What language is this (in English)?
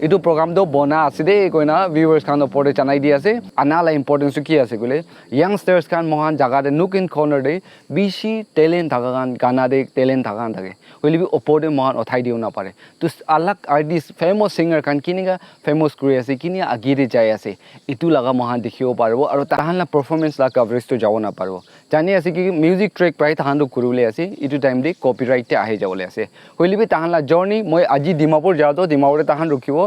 Naga Pidgin